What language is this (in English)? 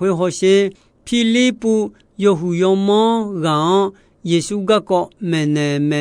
Akha